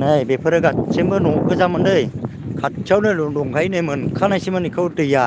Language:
Bodo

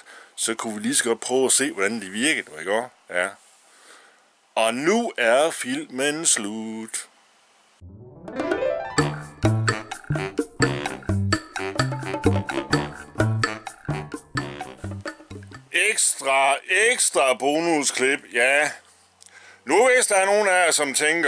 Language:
Danish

